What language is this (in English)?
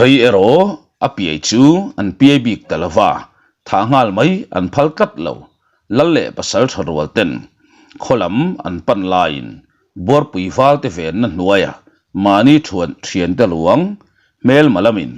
Mizo